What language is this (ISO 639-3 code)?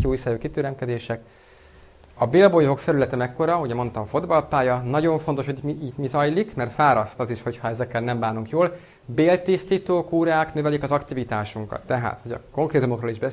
hun